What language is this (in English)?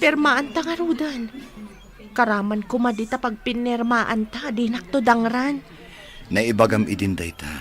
Iloko